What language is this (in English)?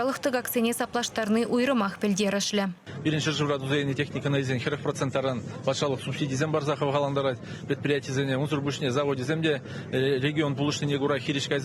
Chuvash